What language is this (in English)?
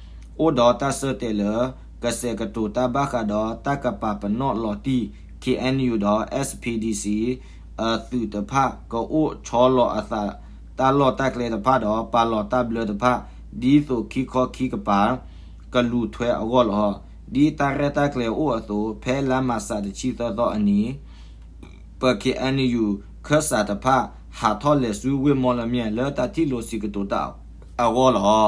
S'gaw Karen